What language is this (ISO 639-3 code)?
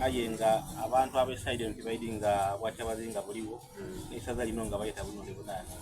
xog